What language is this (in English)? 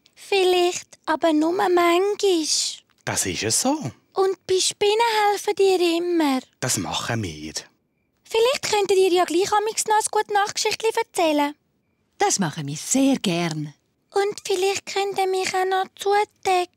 Swiss German